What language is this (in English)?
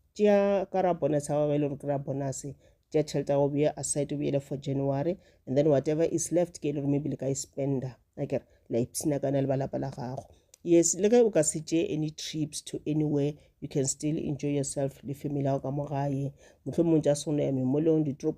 Northern Sotho